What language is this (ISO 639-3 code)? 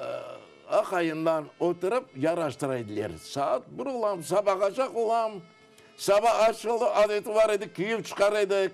crh